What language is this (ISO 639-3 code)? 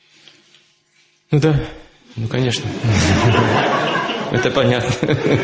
rus